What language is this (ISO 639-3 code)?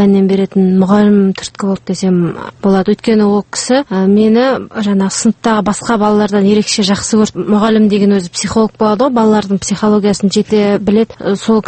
kaz